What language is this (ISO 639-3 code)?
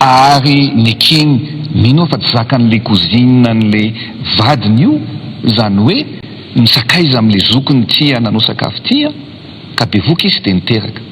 mlg